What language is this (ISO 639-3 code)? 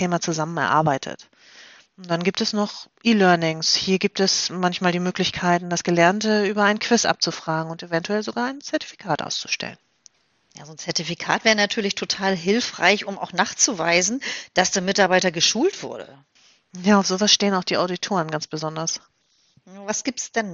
deu